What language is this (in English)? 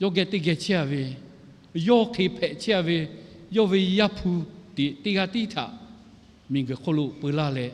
Lahu